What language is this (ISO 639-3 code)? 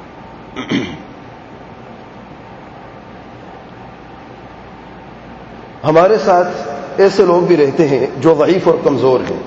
urd